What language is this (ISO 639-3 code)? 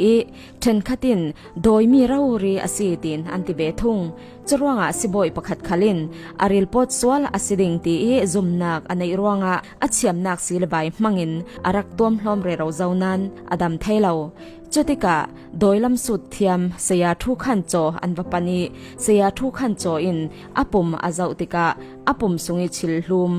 cfm